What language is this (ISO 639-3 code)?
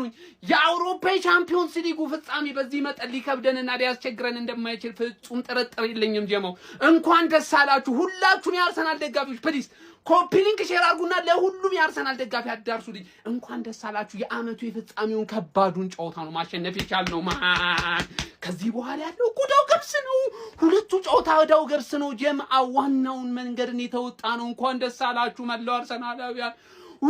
amh